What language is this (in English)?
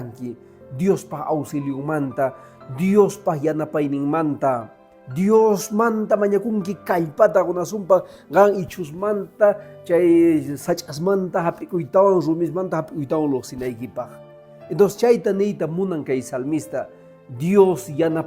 Quechua